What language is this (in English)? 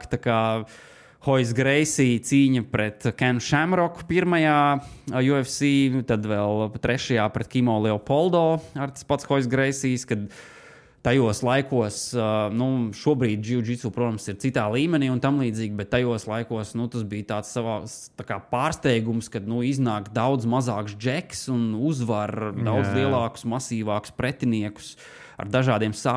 Latvian